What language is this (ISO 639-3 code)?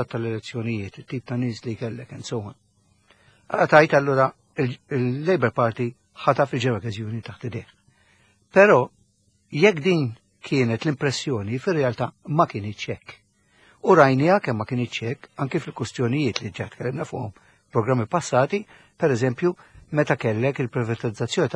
mlt